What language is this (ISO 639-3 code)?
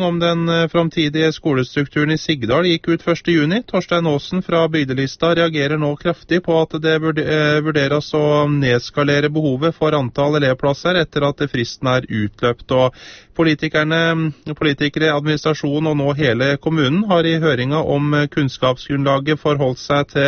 nor